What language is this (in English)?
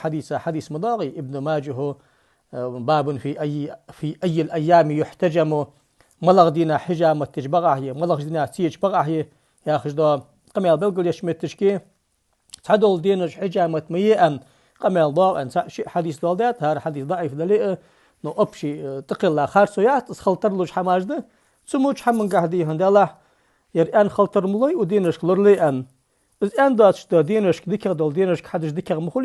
Ingush